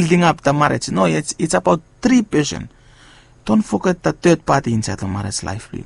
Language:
Bislama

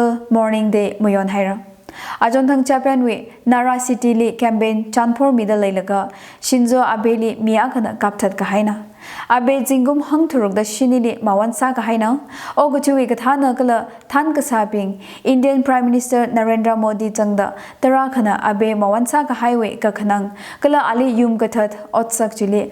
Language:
Tangkhul Naga (India)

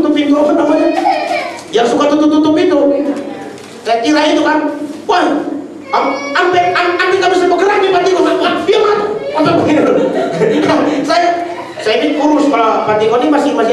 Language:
Indonesian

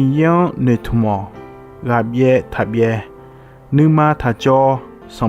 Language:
Akha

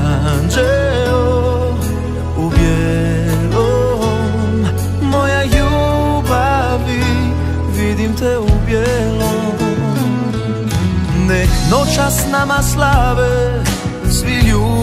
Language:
Croatian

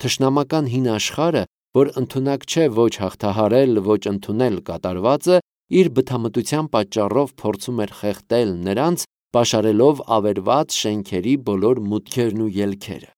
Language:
Armenian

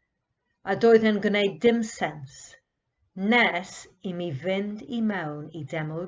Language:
Welsh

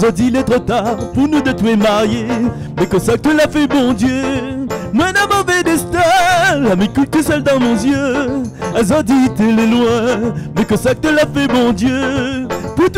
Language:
Réunion Creole French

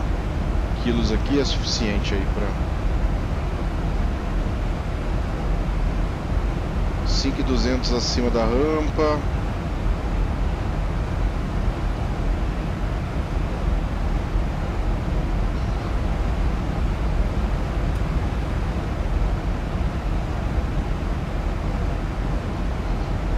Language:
Portuguese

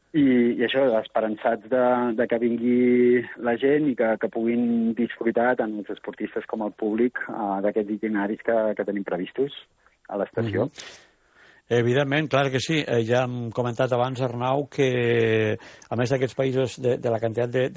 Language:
Catalan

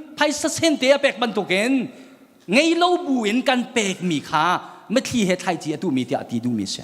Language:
Hakha Chin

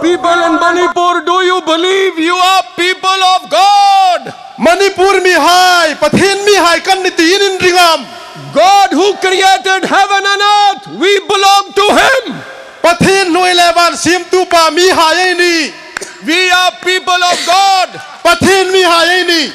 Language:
Hmar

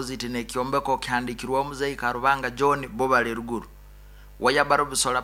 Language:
Nyoro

